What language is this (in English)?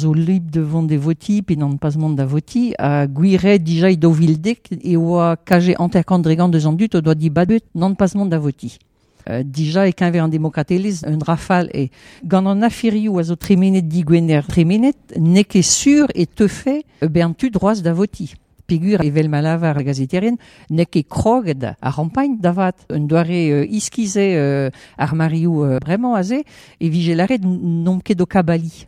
Breton